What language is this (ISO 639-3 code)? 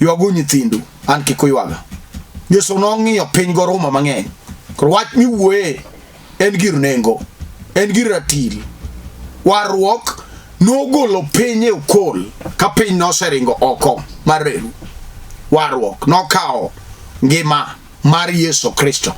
luo